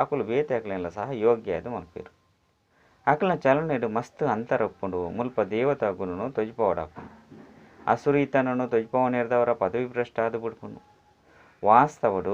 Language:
Tulu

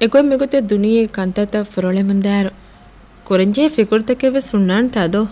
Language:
Divehi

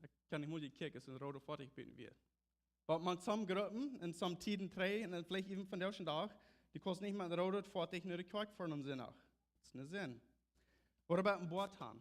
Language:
Plautdietsch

